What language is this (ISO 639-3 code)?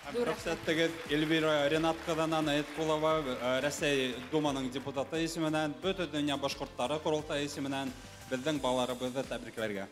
bak